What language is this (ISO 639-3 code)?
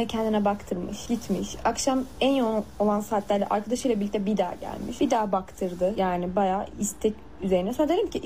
tur